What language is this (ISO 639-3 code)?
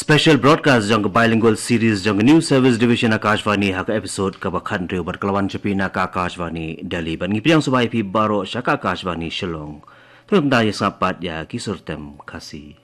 kha